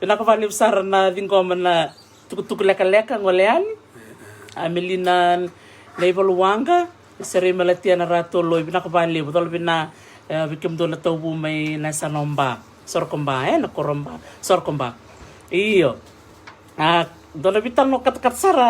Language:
Fijian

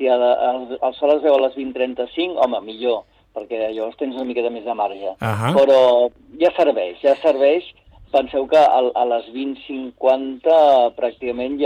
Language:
Catalan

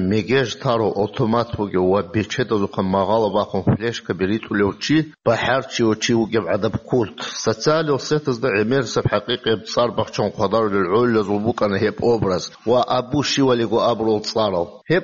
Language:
Avaric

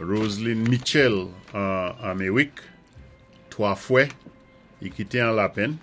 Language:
Saint Lucian Creole French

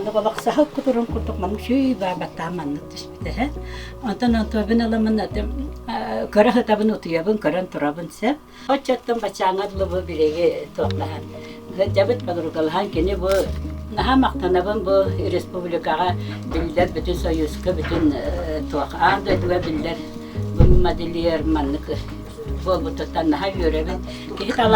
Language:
Yakut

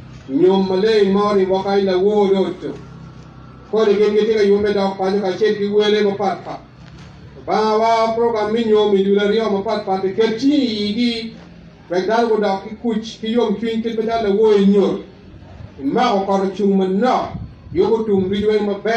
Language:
Acoli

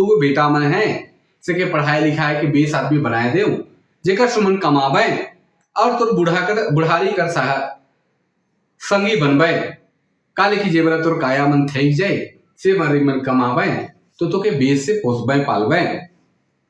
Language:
Sadri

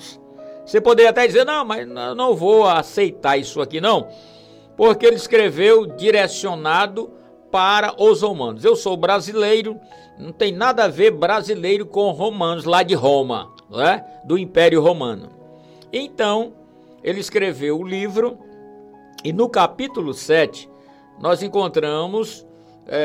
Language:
Portuguese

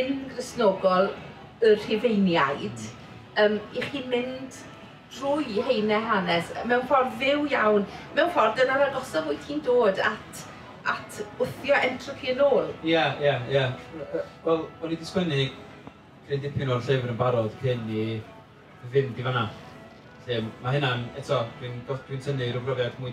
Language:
Welsh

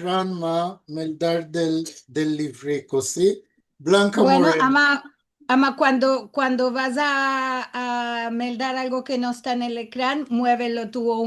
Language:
Ladino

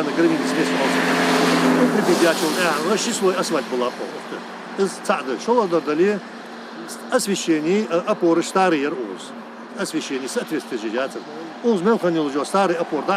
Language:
Ingush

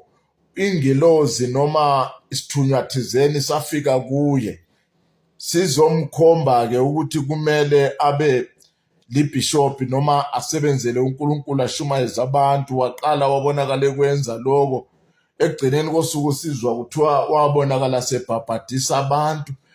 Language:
Zulu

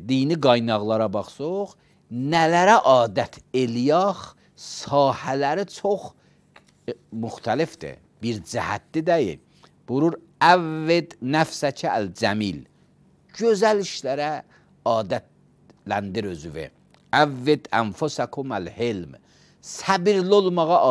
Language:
Azerbaijani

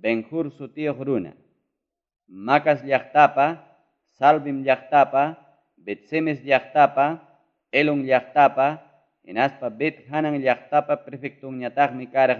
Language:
Ayacucho Quechua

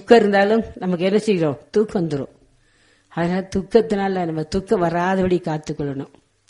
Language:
Tamil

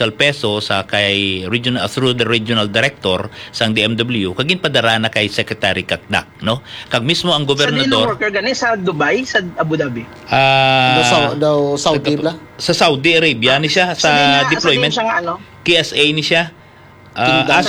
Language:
Hiligaynon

